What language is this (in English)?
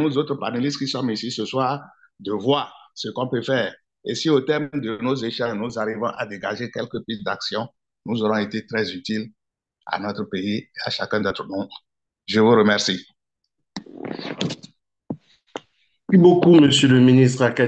French